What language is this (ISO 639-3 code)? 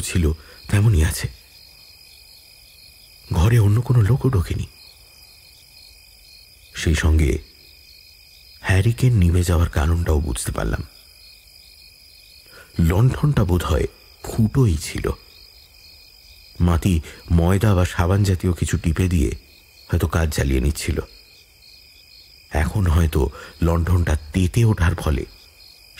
ben